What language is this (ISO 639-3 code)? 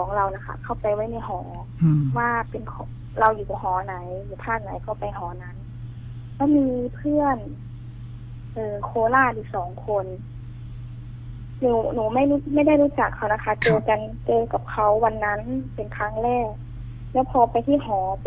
tha